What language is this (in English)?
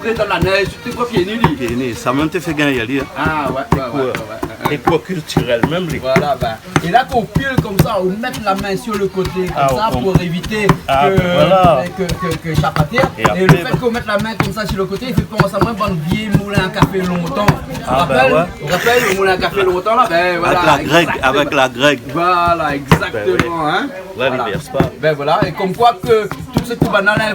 Réunion Creole French